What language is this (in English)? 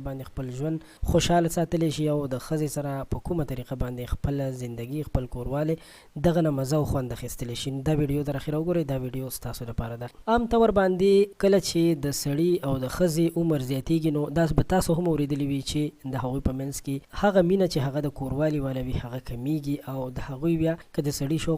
Pashto